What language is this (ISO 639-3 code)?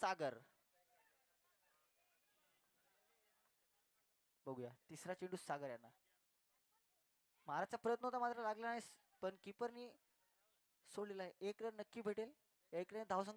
mar